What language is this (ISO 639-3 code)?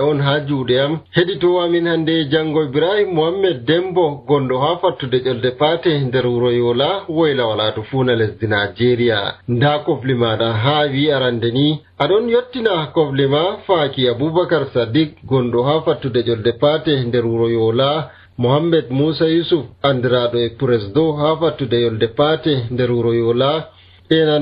fuv